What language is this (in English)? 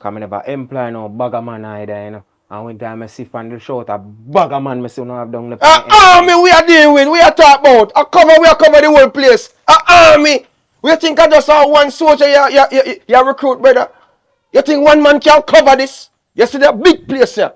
Jamaican Creole English